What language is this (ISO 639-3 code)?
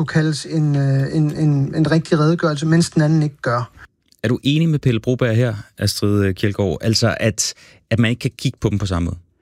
dan